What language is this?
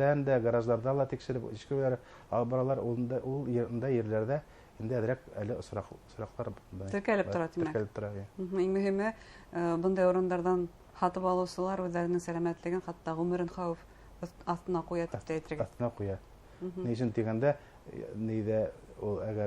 Bashkir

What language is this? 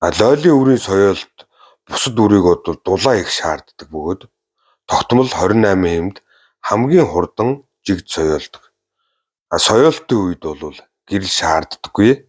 Mongolian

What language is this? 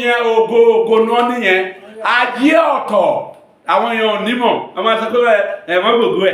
Yoruba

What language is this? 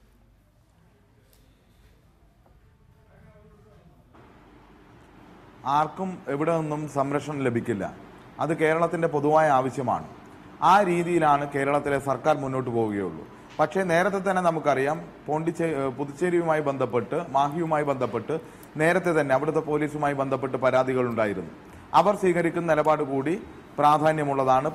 Malayalam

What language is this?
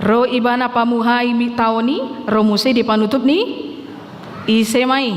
Batak Toba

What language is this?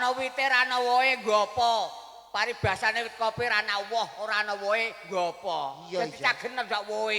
Javanese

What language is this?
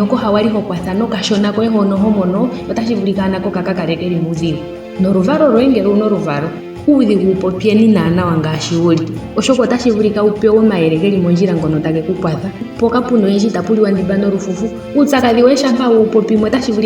Ndonga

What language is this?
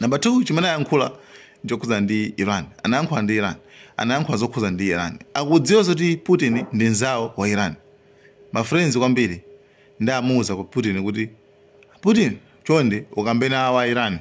Nyanja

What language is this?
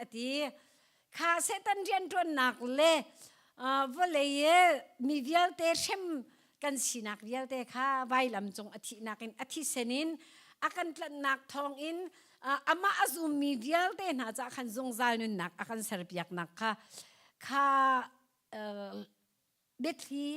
Hakha Chin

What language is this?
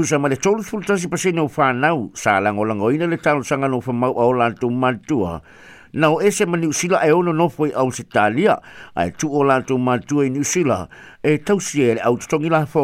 Samoan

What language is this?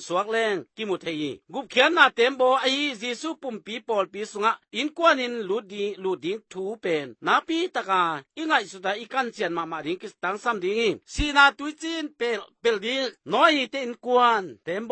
Tedim Chin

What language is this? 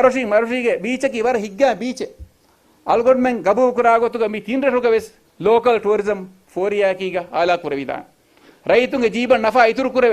Divehi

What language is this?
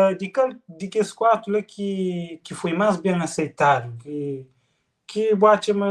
Kabuverdianu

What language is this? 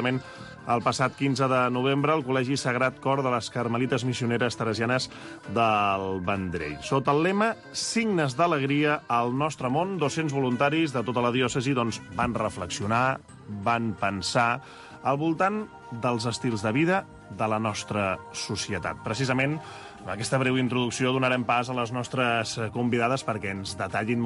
Catalan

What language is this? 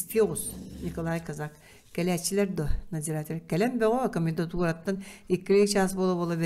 Yakut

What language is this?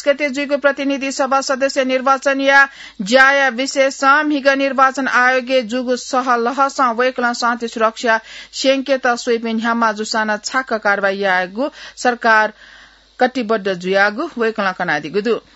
Newari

